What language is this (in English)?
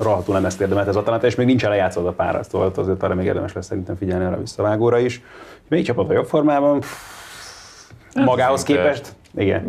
Hungarian